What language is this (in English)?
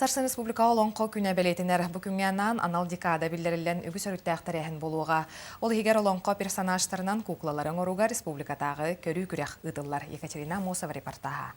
Yakut